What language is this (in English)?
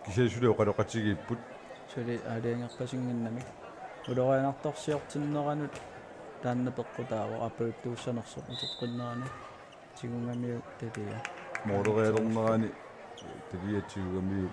Kalaallisut